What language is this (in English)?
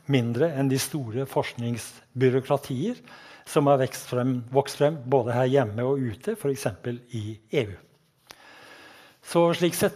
Norwegian